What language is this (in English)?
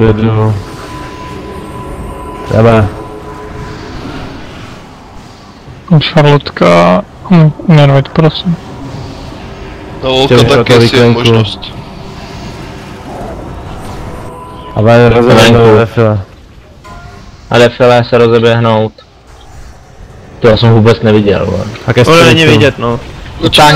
Czech